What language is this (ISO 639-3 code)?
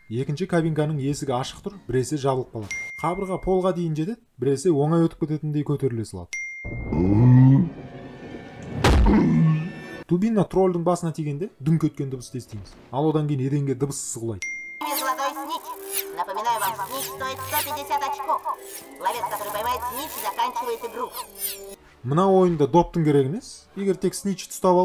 kaz